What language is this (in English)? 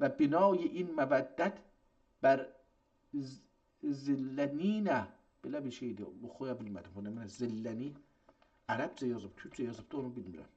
South Azerbaijani